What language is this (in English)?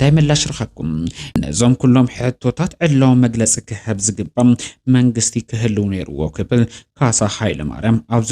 Tigrinya